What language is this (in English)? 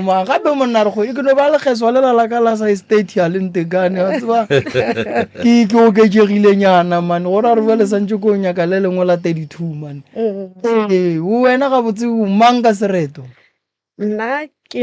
Northern Sotho